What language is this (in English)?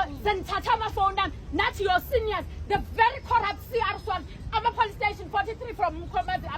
Zulu